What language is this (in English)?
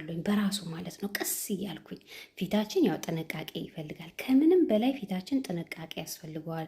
Amharic